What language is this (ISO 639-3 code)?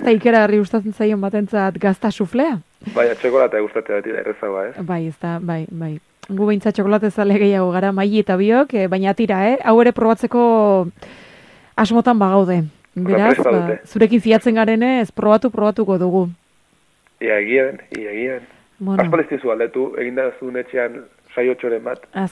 eus